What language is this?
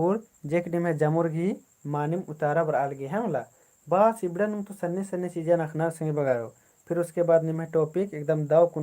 Kurukh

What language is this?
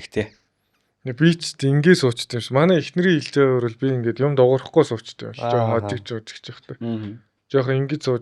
Mongolian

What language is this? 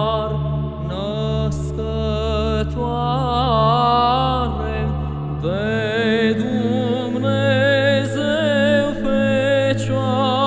Romanian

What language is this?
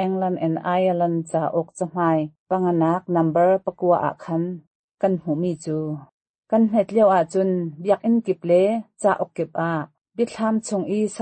Hakha Chin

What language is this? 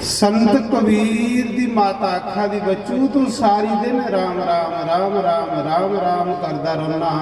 Dogri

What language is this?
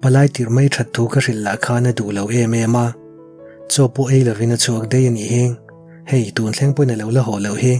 Mizo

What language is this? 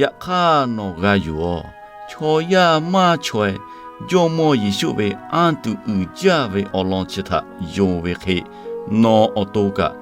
Lahu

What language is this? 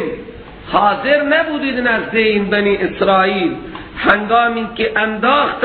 Persian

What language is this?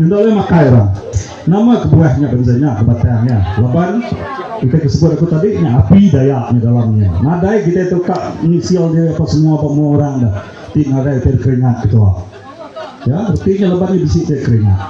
Iban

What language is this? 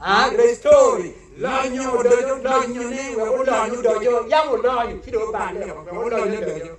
Acoli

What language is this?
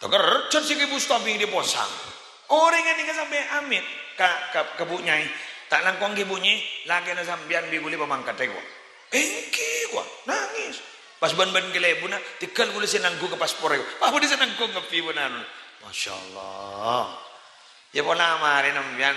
Madurese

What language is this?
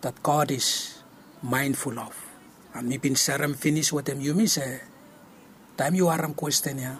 Bislama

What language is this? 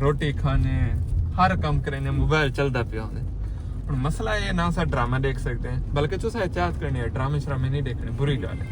Saraiki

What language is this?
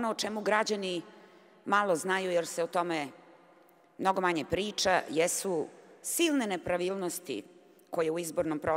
Serbian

